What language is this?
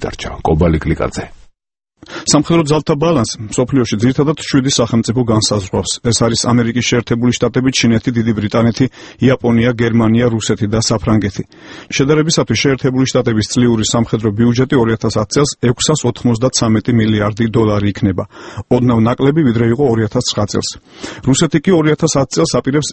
Georgian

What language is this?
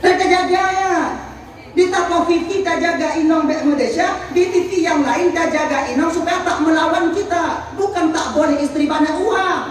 Achinese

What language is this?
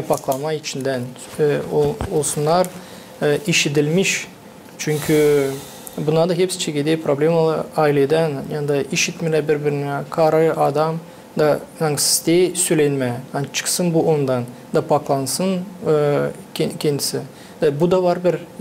Gagauz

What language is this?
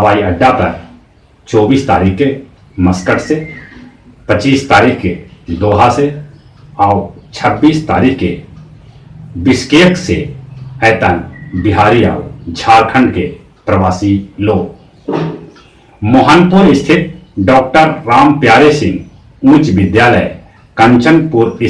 Magahi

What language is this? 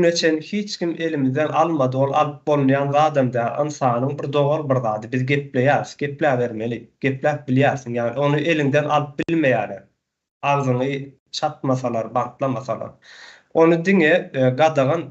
Turkmen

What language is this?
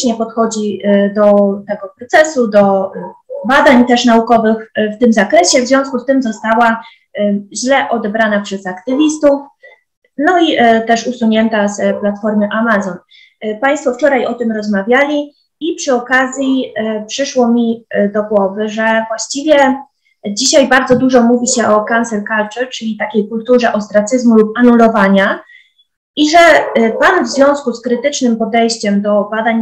Polish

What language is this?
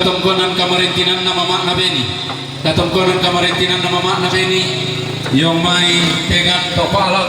Toraja-Sa'dan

